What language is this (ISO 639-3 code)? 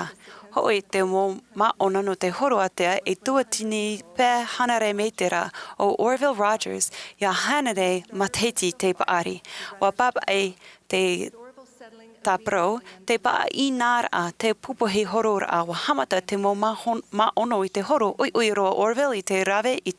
tah